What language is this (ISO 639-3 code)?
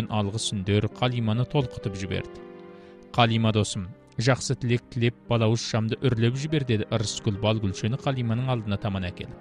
kaz